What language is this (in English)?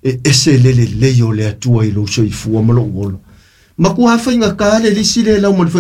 Samoan